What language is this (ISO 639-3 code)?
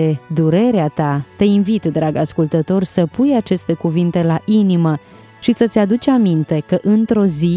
ron